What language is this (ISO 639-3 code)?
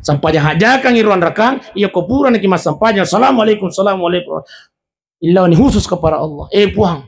bug